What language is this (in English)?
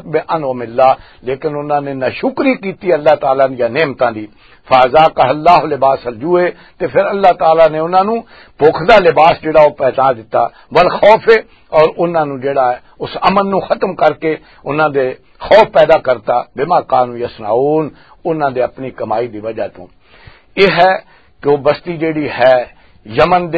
Western Panjabi